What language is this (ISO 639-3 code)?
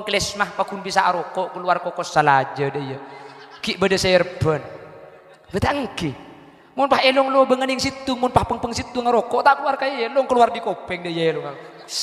mad